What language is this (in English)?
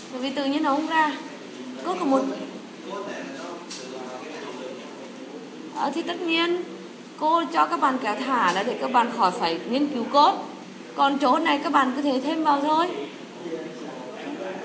Vietnamese